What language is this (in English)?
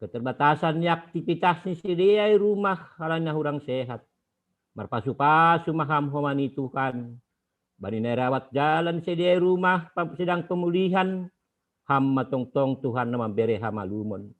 Batak Simalungun